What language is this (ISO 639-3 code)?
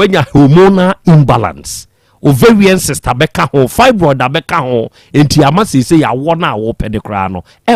aka